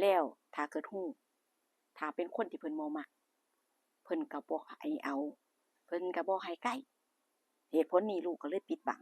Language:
Northeastern Thai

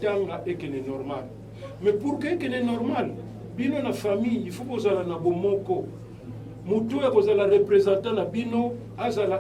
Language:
Lingala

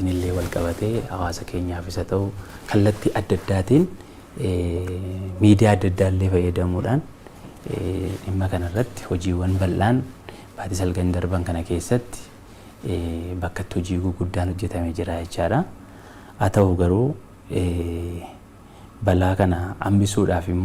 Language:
Oromo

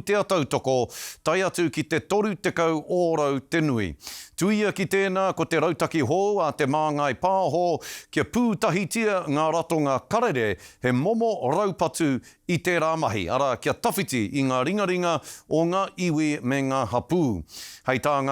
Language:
Māori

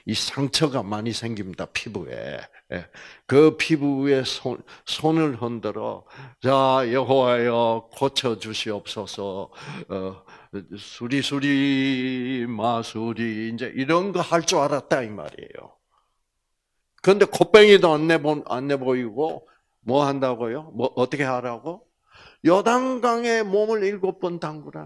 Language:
Korean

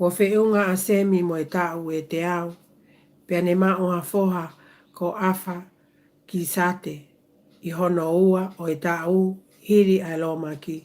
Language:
Tongan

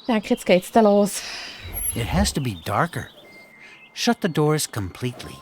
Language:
Swiss German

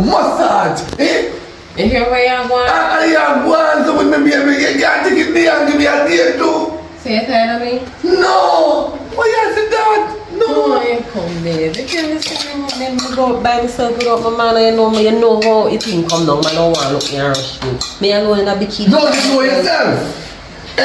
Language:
Jamaican Creole English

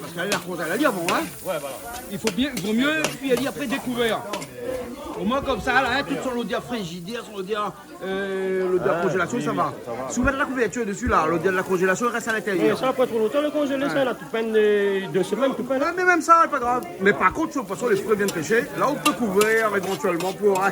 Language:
Réunion Creole French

